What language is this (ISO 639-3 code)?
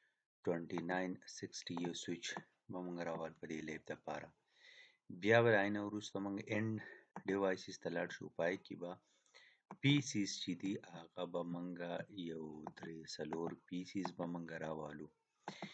pus